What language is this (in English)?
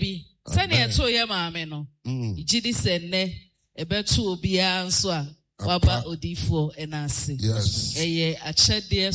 Akan